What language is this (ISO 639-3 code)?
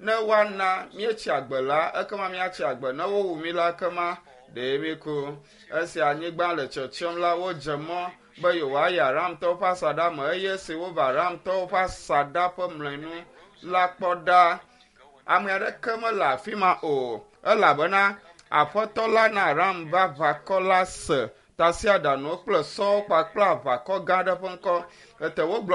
ewe